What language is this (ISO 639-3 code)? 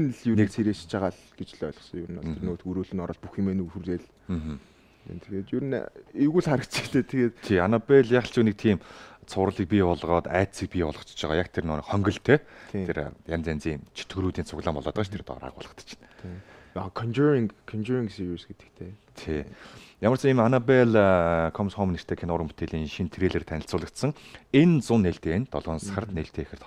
mon